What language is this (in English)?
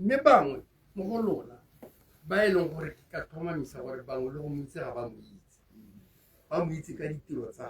Tswana